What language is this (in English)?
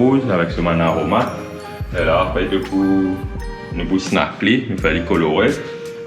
Morisyen